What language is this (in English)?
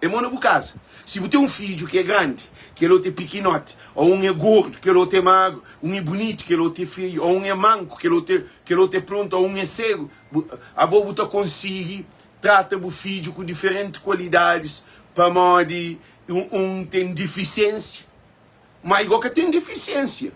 Kabuverdianu